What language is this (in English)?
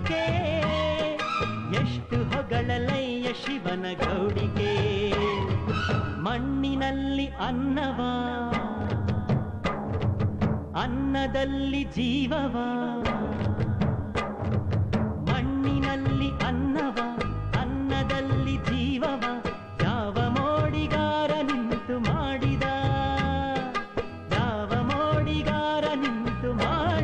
Kannada